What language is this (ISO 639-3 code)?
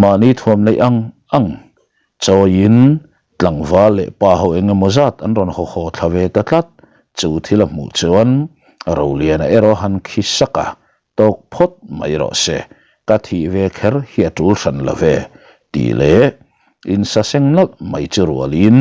lus